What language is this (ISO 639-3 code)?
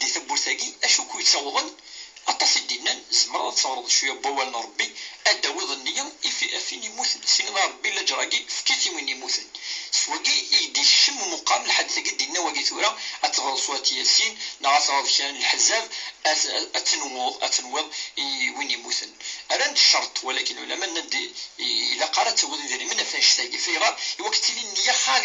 kab